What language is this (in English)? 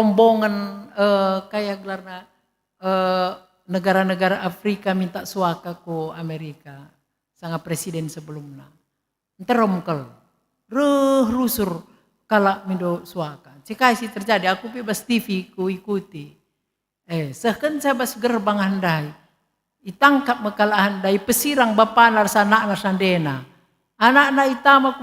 Batak Karo